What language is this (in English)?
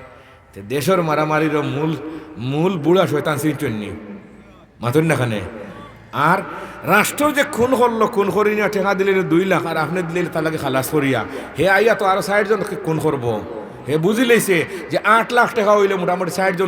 Sylheti